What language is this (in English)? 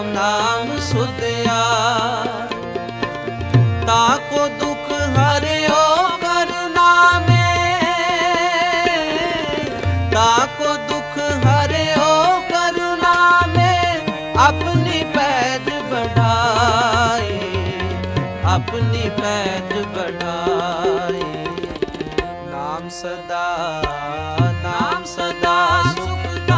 Punjabi